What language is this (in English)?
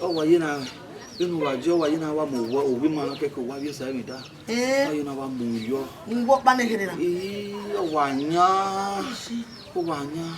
Bini